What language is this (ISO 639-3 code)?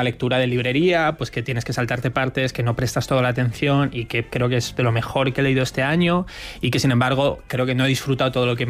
spa